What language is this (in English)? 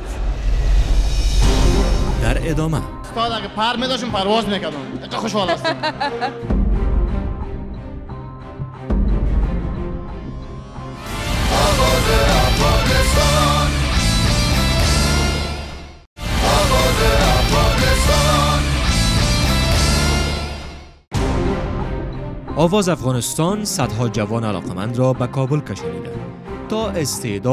Persian